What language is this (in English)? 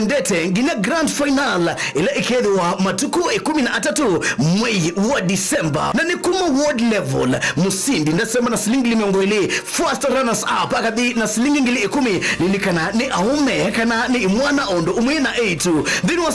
Kamba